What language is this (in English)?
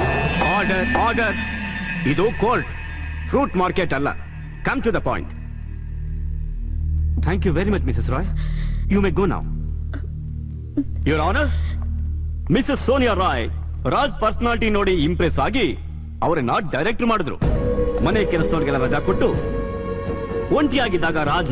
Kannada